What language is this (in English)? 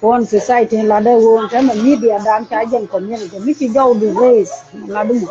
Nuer